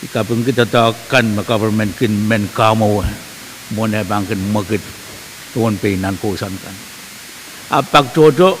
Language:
Pohnpeian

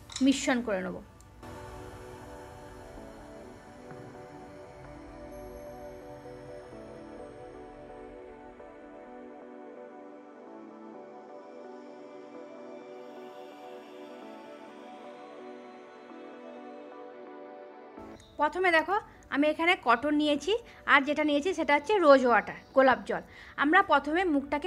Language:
Bangla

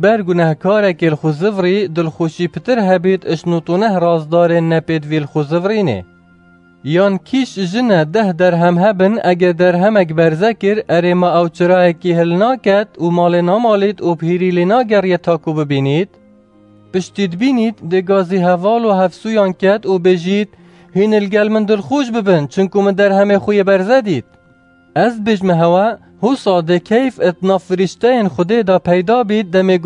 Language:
Kurdish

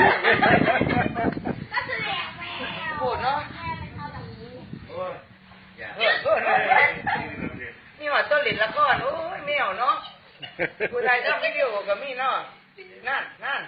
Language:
Lao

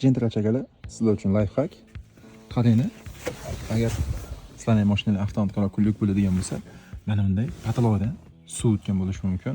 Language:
Uzbek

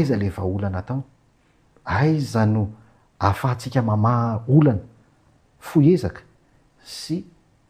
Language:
Malagasy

